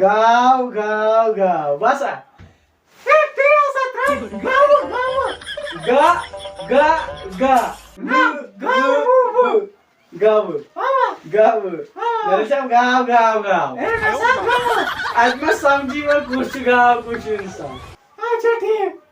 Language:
Kashmiri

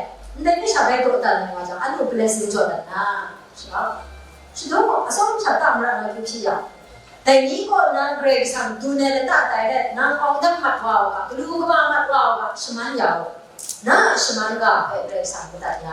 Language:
Kachin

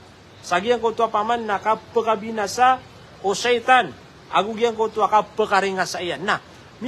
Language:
Maranao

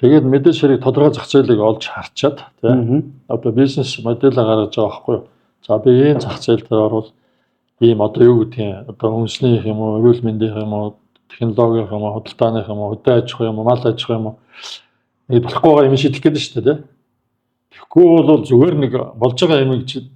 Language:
Mongolian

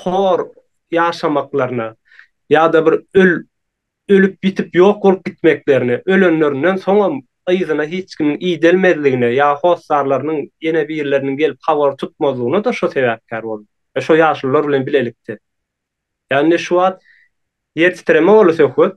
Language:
Turkmen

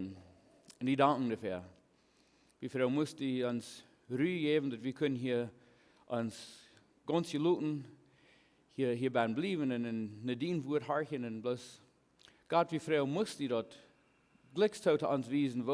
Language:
Plautdietsch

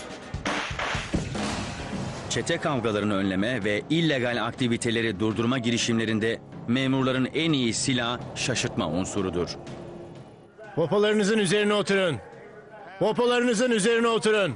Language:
Turkish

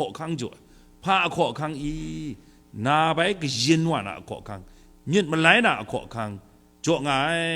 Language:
Kachin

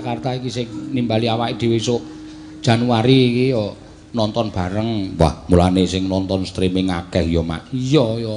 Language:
Javanese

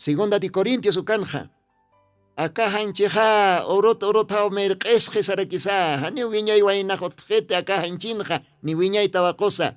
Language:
Aymara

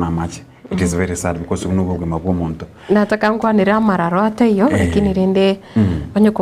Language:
Gusii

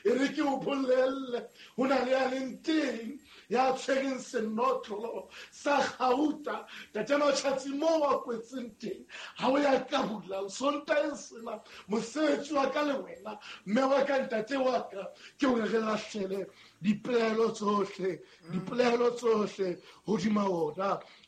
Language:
Southern Sotho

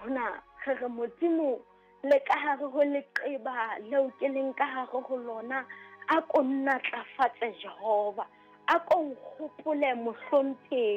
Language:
Southern Sotho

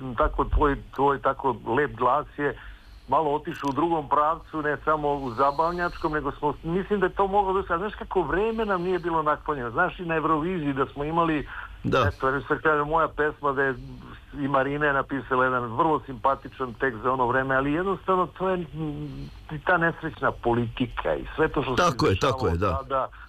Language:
Serbian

